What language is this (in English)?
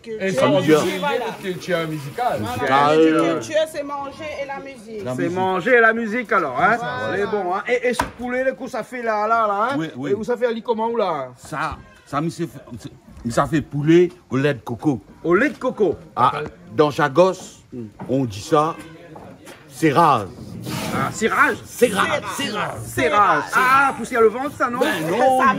Réunion Creole French